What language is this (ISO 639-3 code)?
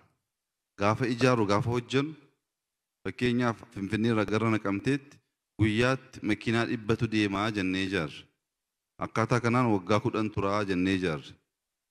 orm